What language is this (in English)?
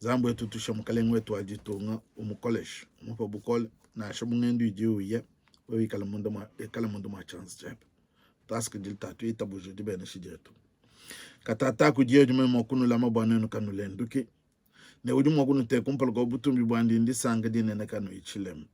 Luba-Lulua